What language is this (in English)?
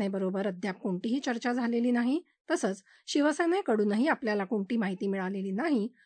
Marathi